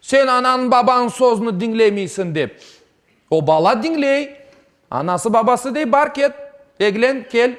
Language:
Crimean Tatar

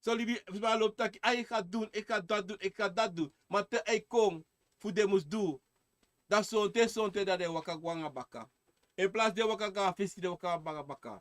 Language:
Sranan Tongo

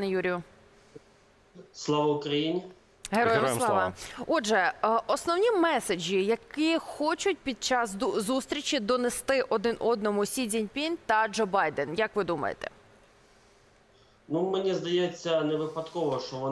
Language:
Ukrainian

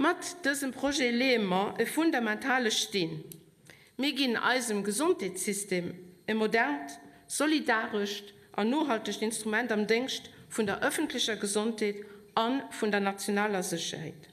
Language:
Luxembourgish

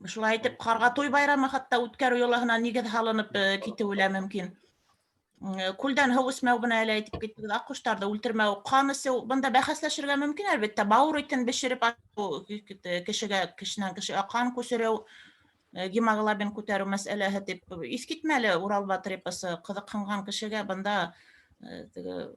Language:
Bashkir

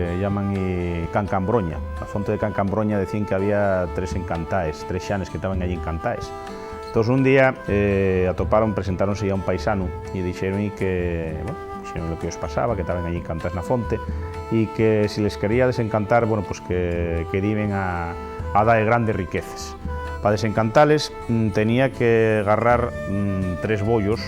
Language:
Asturian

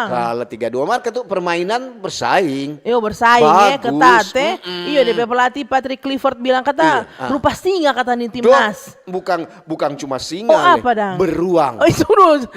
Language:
Manado Malay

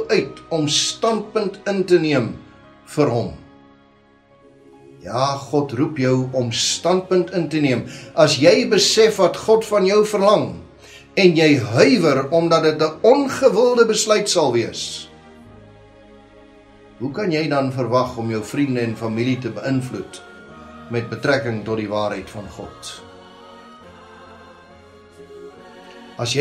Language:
Afrikaans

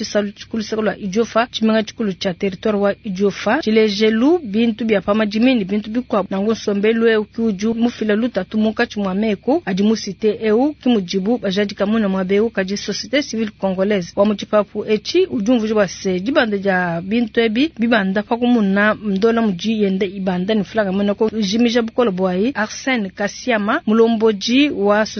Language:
Luba-Lulua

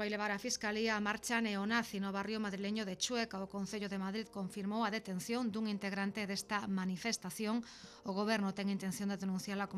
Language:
Galician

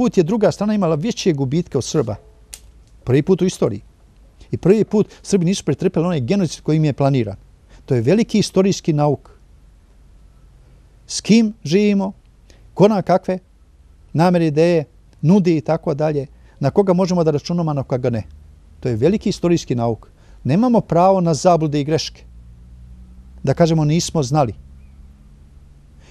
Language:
Serbian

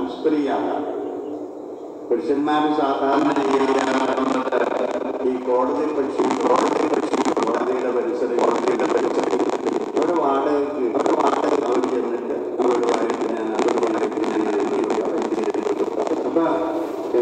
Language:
Malayalam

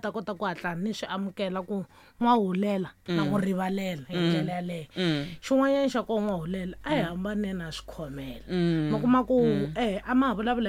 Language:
Tsonga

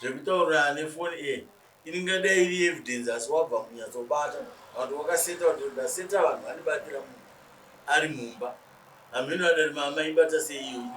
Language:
Shona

